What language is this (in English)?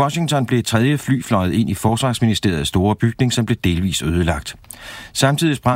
Danish